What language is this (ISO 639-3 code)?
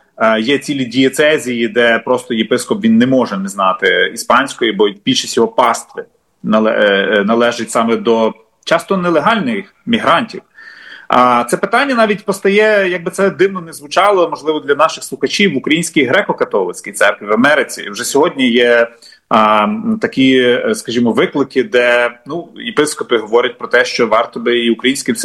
ukr